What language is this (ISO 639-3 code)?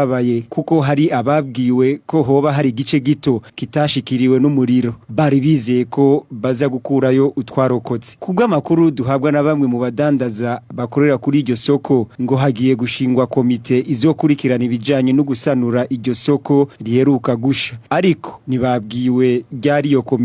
run